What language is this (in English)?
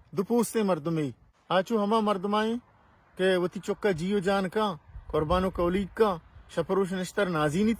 Baluchi